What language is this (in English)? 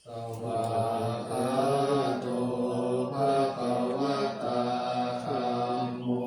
Pali